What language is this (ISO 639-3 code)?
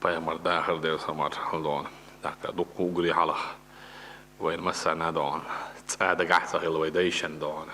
che